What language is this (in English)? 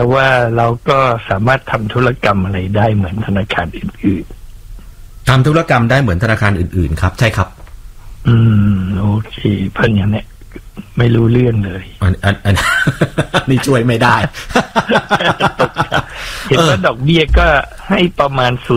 Thai